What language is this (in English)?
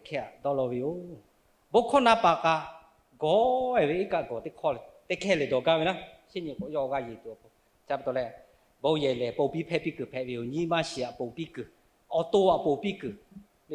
Lahu